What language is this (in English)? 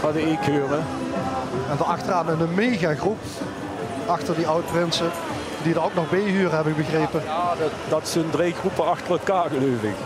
Limburgish